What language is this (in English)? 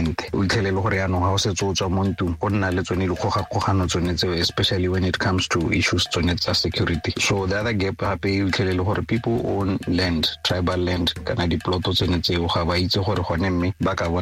Tswana